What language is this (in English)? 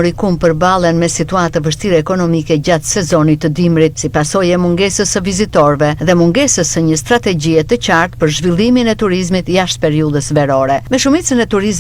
Albanian